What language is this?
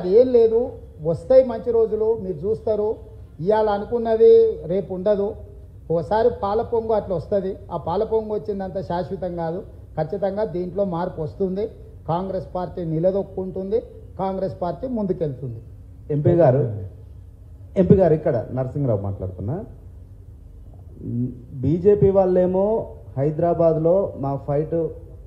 Telugu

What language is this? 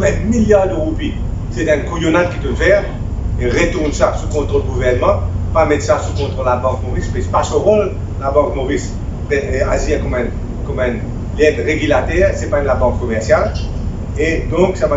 Morisyen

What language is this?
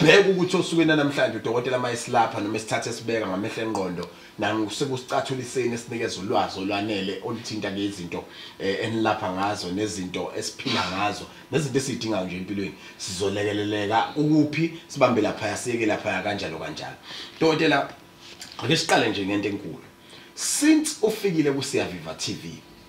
Zulu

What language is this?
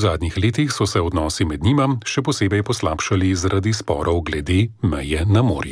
Slovenian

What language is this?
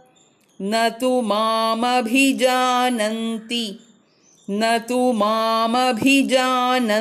Sanskrit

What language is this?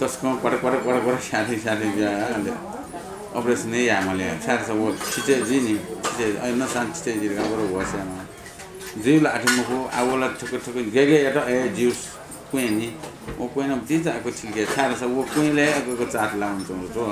Newari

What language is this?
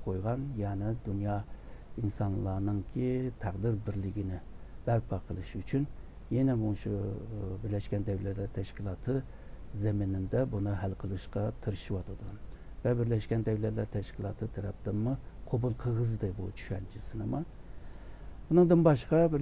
Uyghur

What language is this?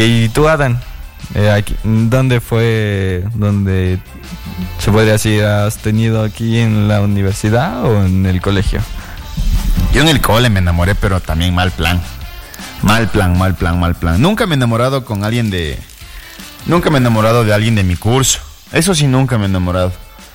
Spanish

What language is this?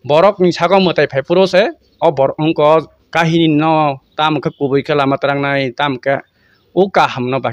Kok Borok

